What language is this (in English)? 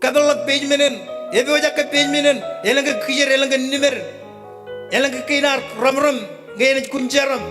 Marshallese